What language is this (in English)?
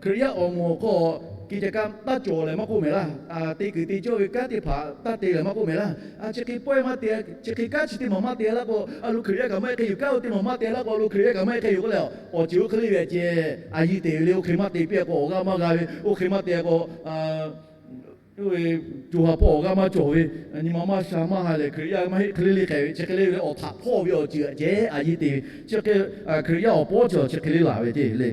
Lahu